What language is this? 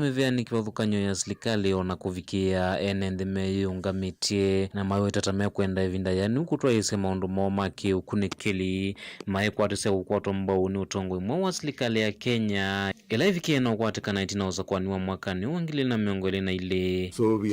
Kamba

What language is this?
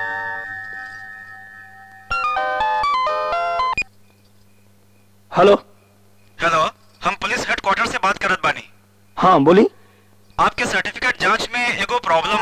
Bhojpuri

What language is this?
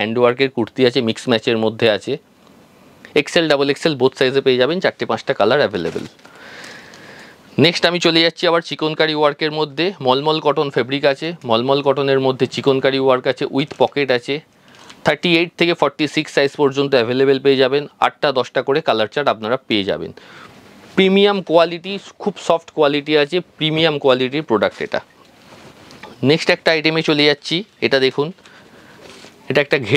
Bangla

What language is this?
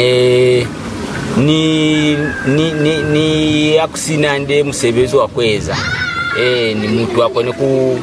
Lozi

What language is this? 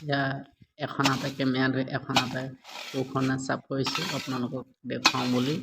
Assamese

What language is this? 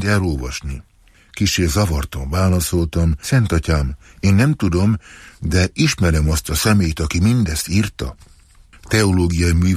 Hungarian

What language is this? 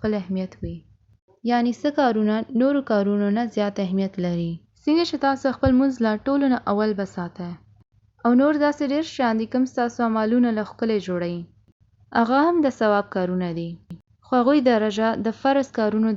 Pashto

